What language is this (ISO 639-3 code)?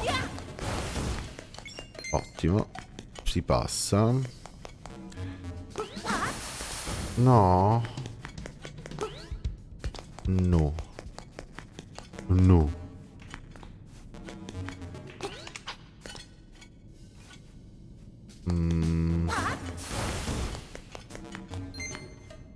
ita